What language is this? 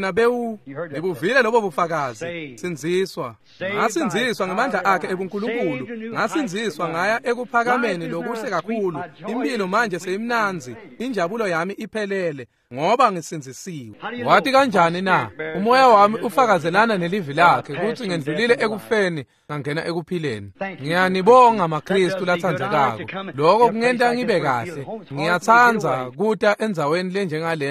Swati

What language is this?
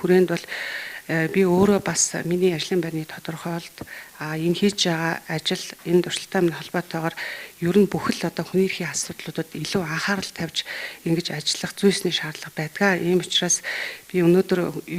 Mongolian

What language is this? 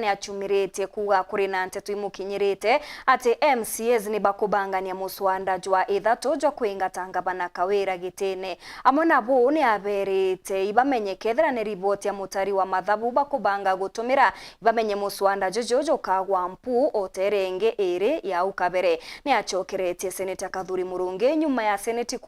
Meru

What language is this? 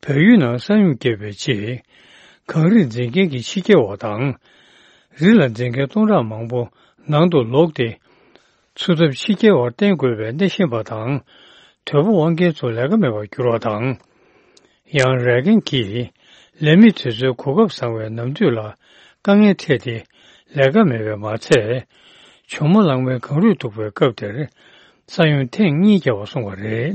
Tibetan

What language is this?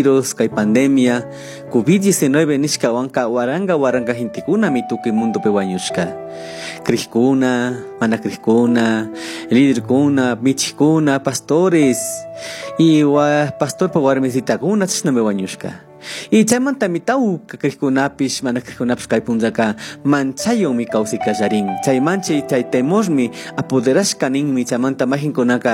Chimborazo Highland Quichua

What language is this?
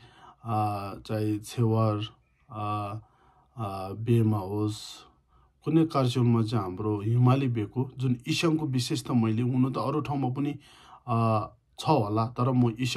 Nepali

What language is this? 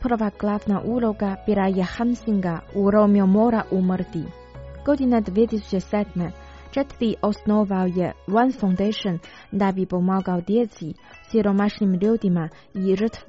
Croatian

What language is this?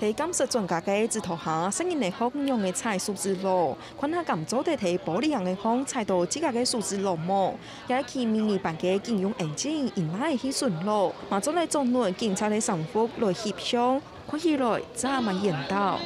Hakka Chinese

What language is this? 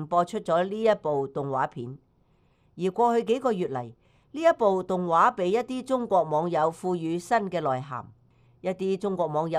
Cantonese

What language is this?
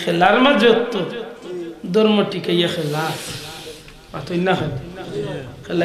Sylheti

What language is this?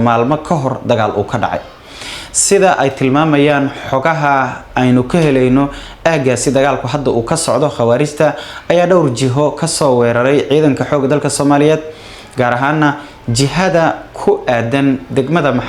Somali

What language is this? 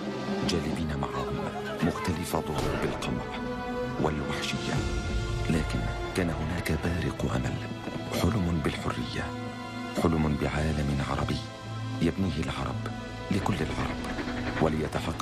Arabic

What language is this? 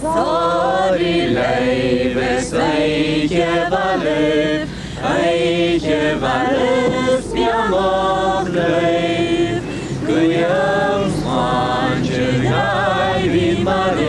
Irish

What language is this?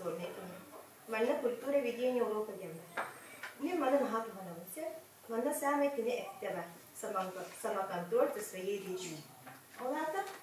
Yakut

